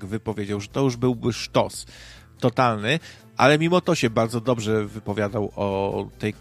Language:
Polish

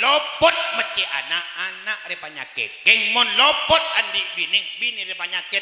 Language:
Madurese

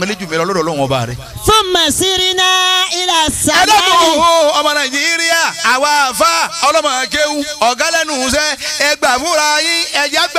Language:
Yoruba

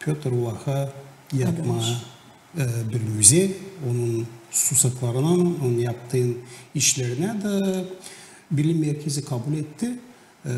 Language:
Gagauz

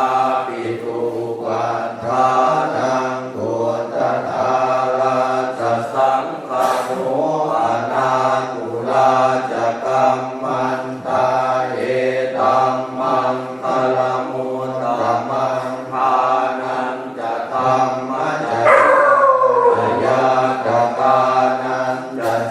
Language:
Pali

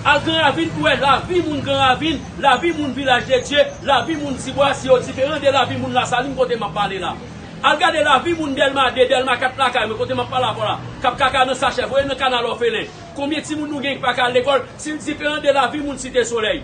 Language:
Haitian Creole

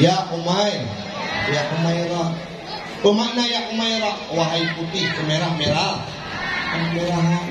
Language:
Achinese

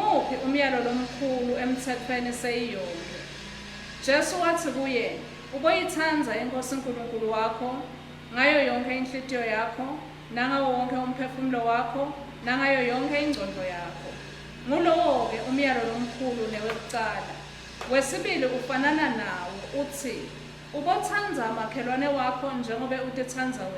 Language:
Swati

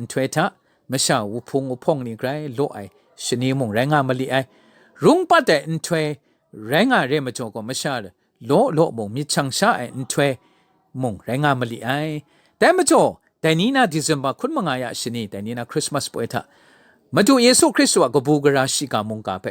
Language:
Kachin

